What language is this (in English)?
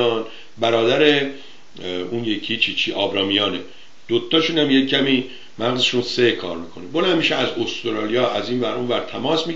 Persian